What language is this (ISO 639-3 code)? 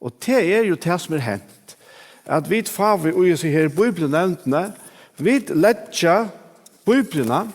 fao